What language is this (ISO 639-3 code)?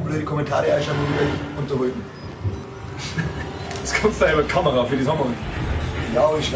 bar